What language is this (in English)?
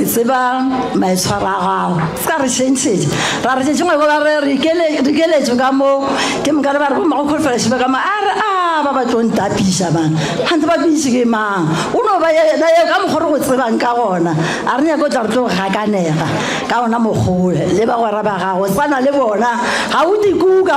Northern Sotho